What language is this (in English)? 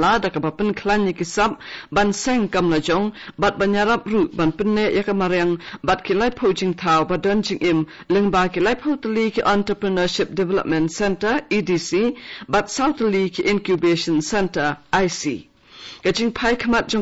Khasi